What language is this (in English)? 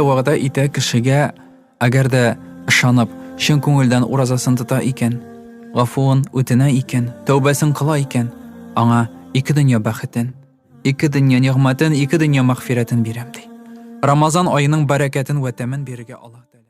Tatar